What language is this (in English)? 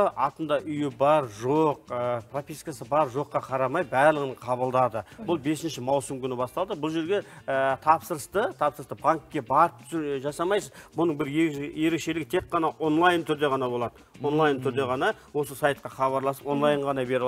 Kazakh